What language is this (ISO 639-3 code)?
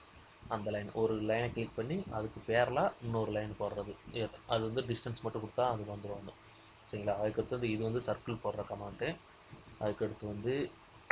tam